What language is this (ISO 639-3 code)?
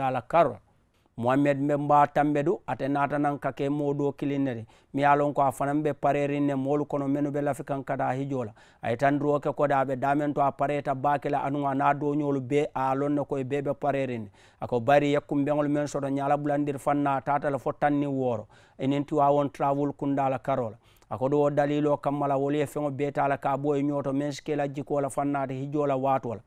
man